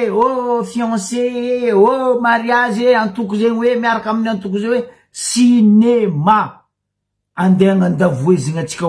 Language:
Malagasy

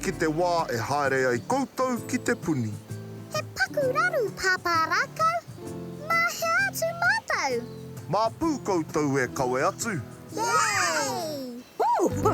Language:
Māori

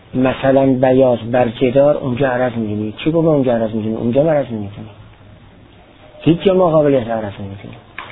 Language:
Persian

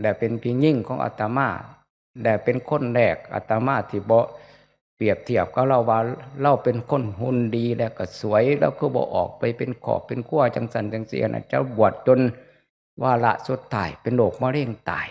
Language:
Northeastern Thai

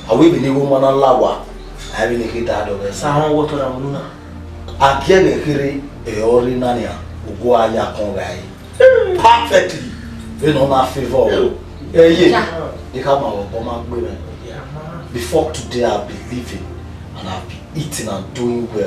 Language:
Bini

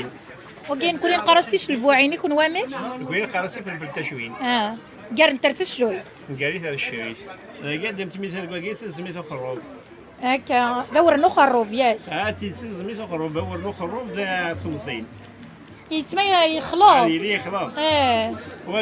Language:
Kabyle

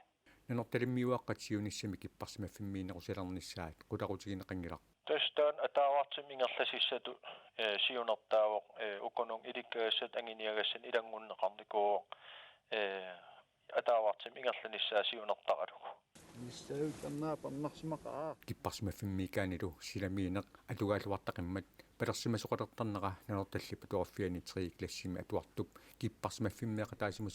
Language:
Kalaallisut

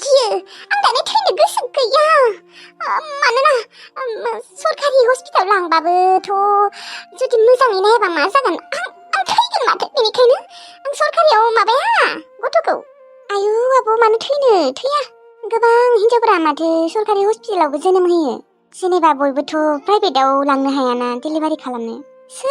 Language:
Bodo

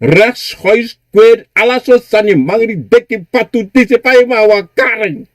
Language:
Sranan Tongo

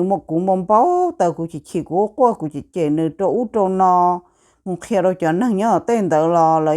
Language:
Hmong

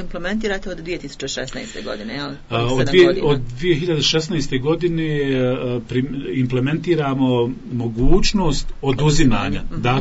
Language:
Bosnian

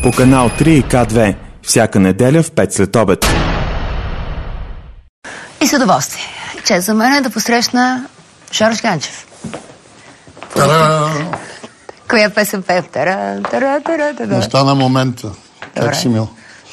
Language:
Bulgarian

